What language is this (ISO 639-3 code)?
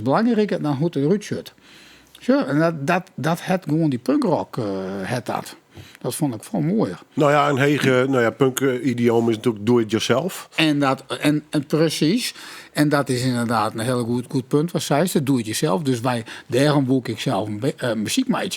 fry